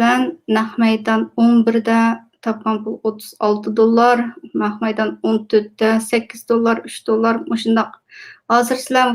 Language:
Uyghur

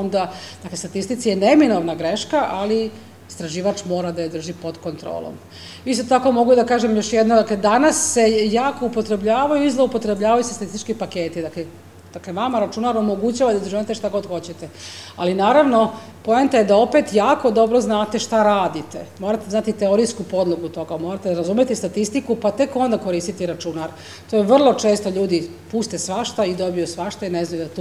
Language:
Serbian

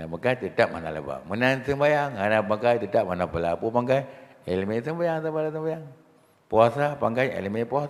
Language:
Achinese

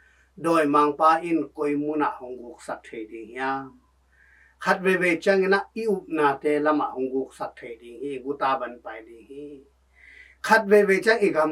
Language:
Tedim Chin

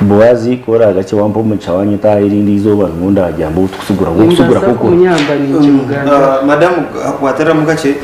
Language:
Nyankole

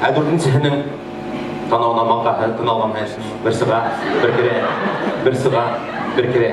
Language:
Bashkir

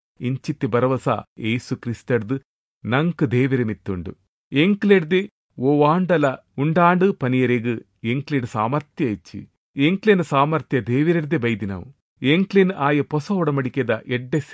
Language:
Tulu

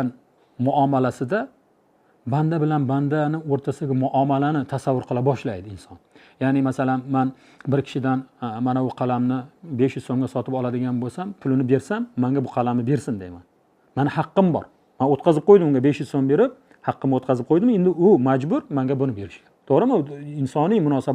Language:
Uzbek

